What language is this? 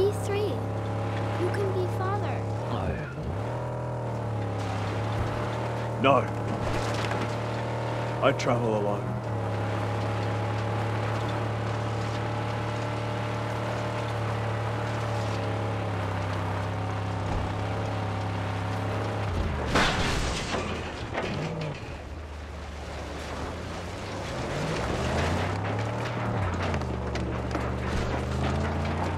English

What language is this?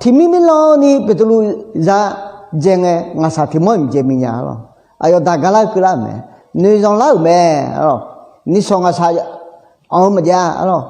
Akha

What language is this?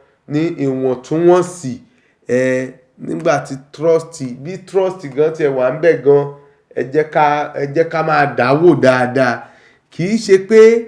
Yoruba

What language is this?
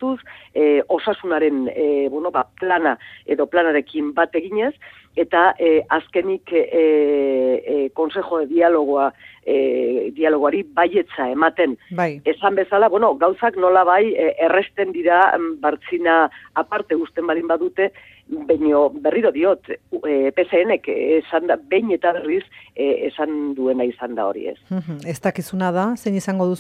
Basque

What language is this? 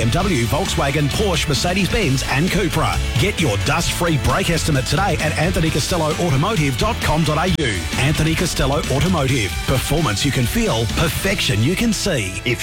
English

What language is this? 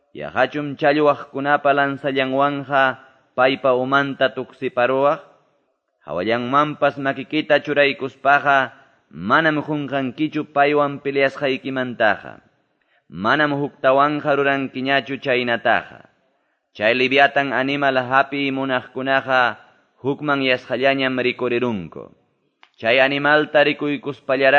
Quechua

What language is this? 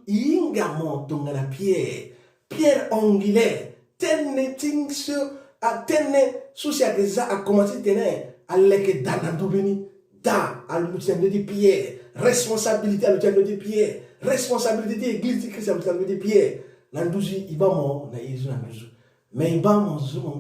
Sango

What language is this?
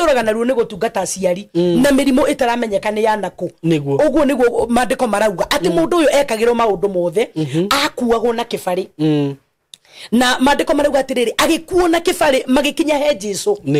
Kikuyu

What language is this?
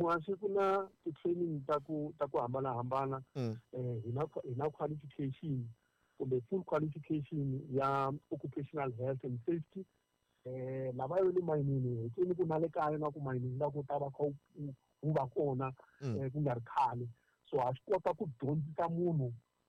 Tsonga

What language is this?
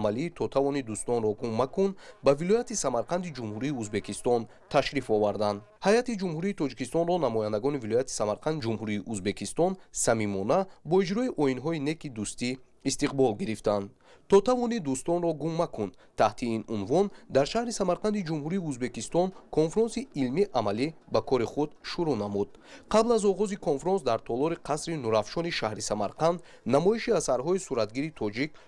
Tajik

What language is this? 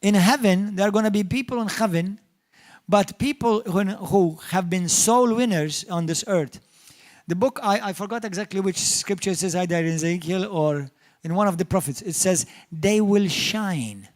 English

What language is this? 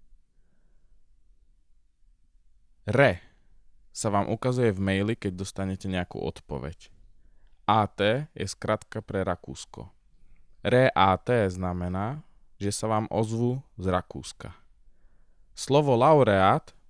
Slovak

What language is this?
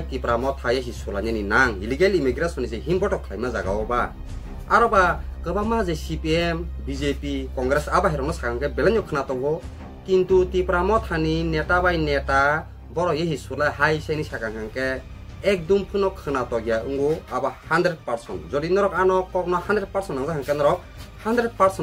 Kok Borok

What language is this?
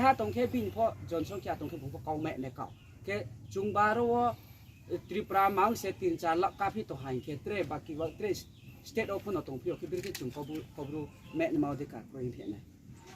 Riang (India)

